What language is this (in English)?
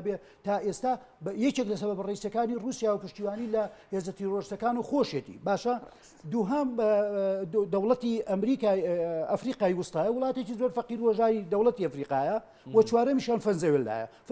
Central Kurdish